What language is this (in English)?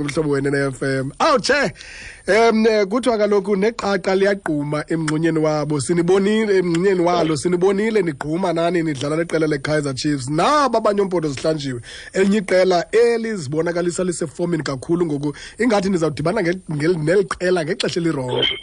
Xhosa